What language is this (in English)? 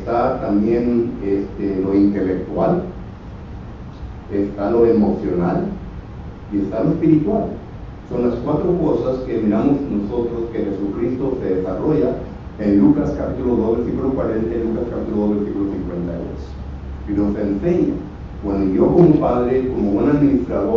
Spanish